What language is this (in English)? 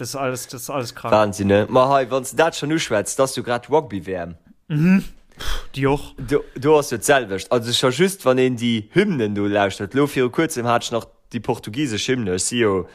Luxembourgish